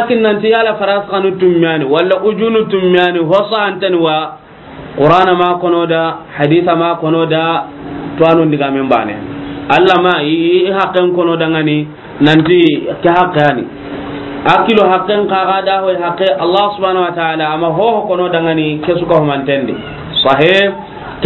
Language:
Soninke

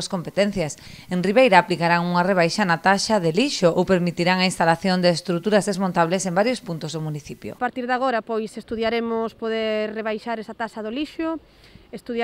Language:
Galician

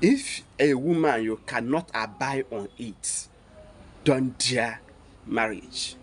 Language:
Igbo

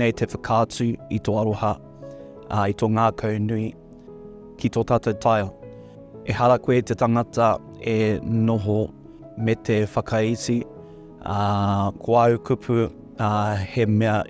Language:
Māori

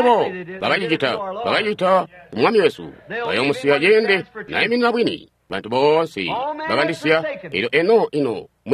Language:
Tonga (Zambia)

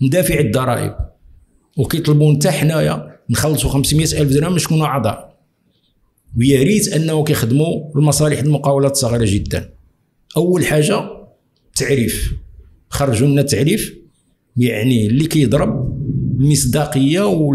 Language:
Moroccan Arabic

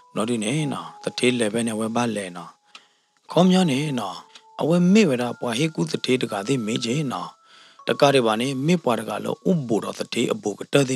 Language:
S'gaw Karen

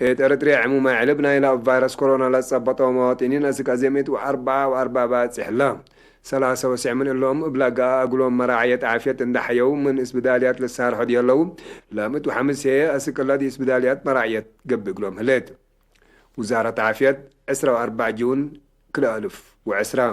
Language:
Tigre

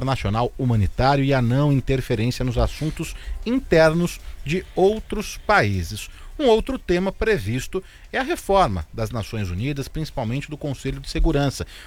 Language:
Portuguese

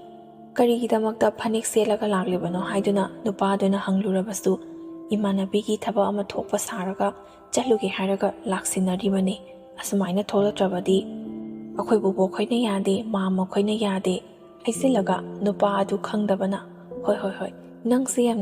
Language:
Manipuri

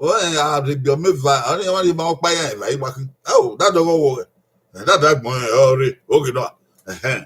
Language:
Bini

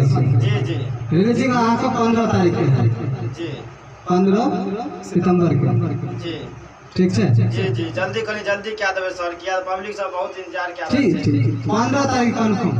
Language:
Maithili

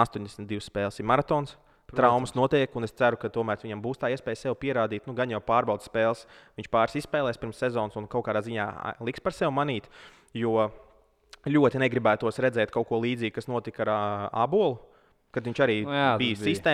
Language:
Latvian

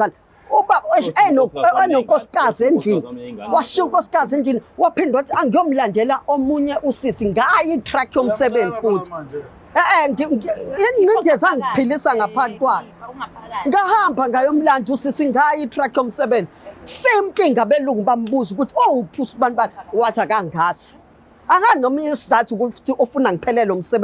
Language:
Zulu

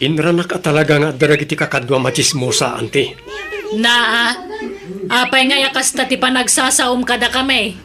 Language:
Iloko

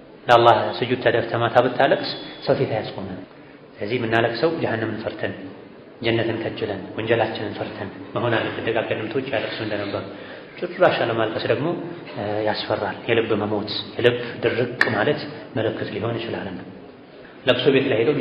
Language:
Amharic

